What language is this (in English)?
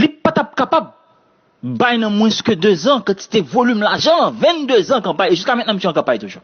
Haitian Creole